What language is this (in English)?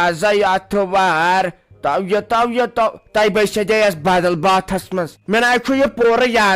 Kashmiri